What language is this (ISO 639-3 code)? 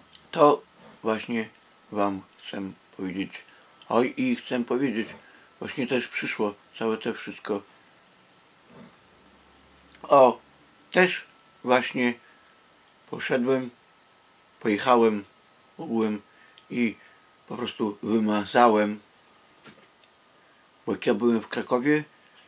pol